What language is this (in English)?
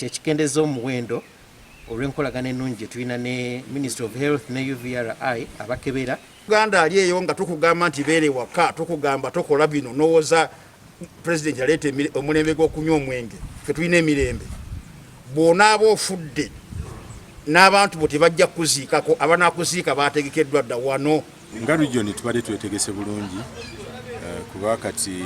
Ganda